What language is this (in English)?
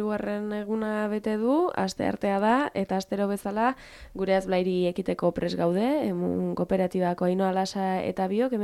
Basque